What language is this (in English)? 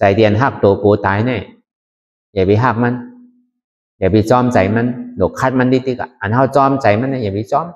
Shan